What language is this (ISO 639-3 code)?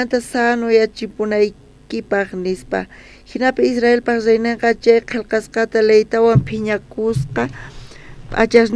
quh